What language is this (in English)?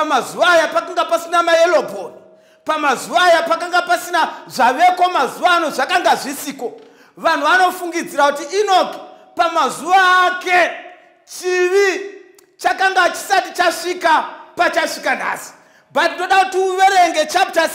Shona